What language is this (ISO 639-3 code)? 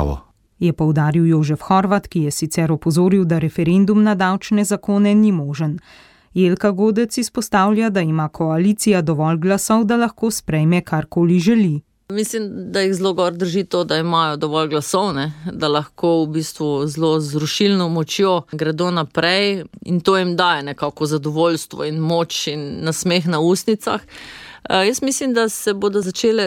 slv